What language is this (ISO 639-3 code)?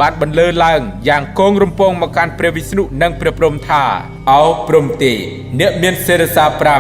khm